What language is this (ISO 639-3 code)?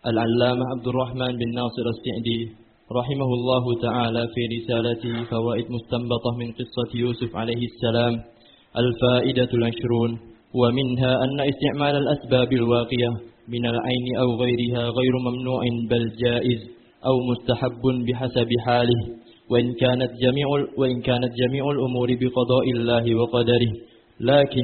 ara